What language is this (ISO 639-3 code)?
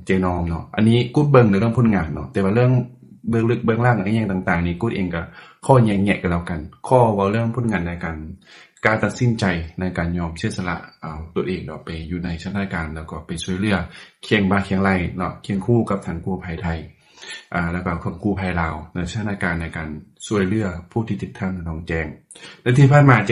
lao